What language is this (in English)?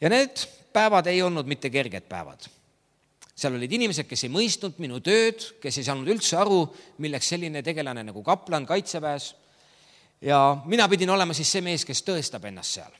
Estonian